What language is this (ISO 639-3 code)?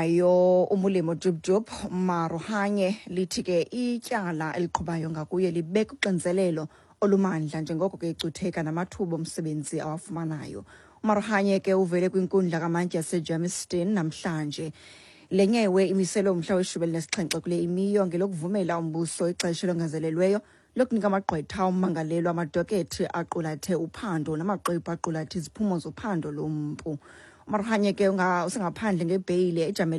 xho